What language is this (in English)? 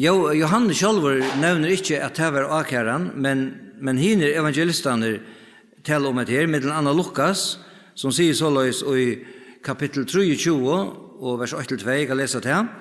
Faroese